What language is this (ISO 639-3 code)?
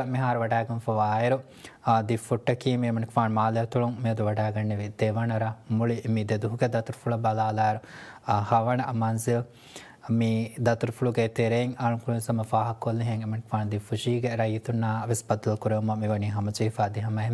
div